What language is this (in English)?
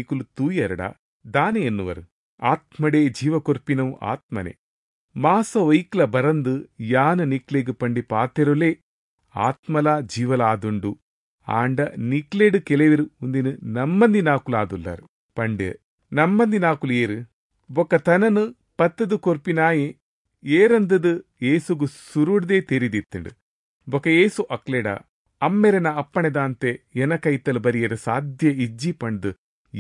Tulu